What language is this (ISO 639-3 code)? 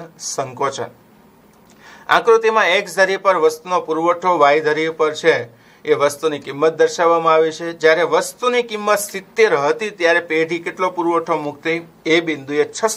guj